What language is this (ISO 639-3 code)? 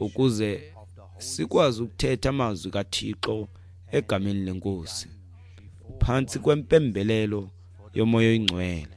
xho